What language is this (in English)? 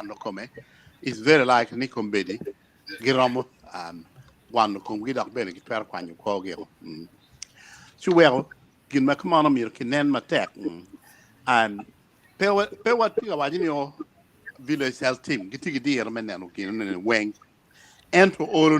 Acoli